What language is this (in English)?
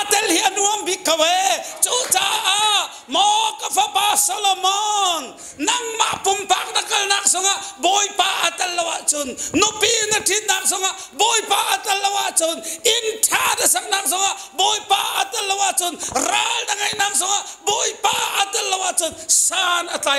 Hakha Chin